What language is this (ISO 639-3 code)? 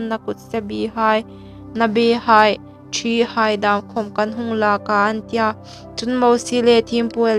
hmr